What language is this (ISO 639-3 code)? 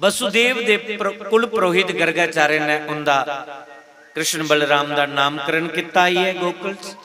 doi